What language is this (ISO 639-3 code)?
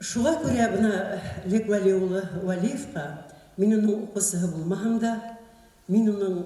bak